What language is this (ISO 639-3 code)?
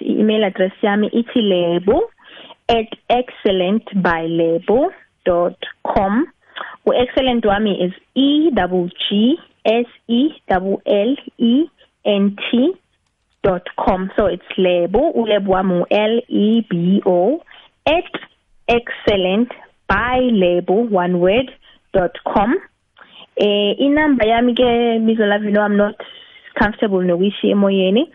nbl